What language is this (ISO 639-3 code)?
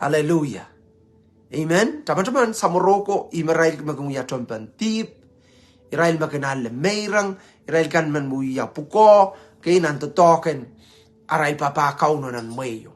pon